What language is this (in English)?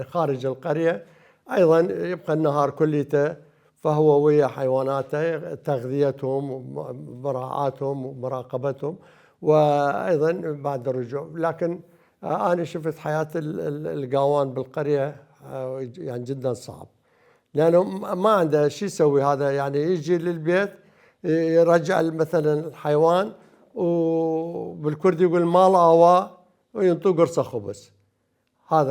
Mesopotamian Arabic